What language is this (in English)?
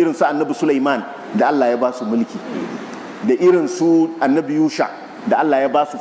Hausa